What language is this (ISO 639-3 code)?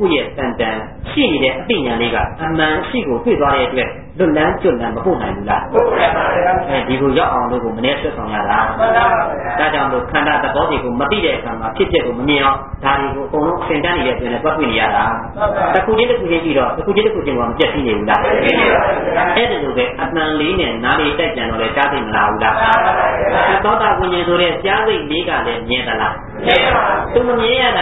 mya